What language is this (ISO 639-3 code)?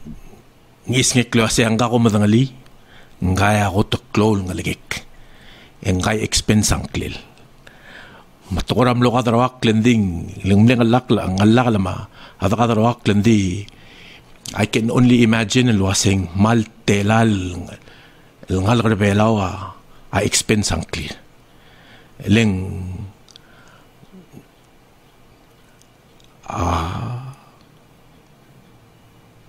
pau